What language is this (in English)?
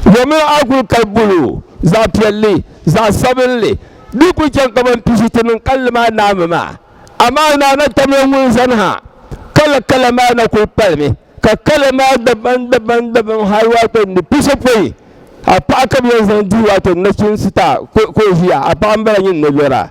Dagbani